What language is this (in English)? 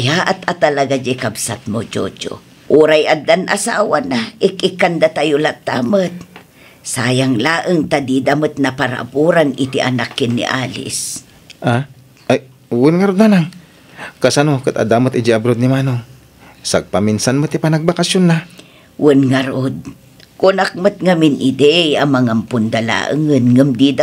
Iloko